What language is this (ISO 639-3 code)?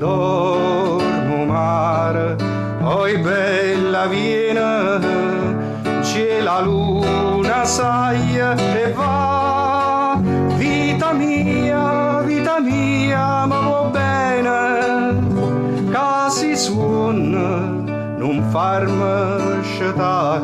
nap